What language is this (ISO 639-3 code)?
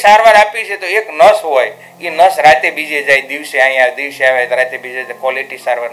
guj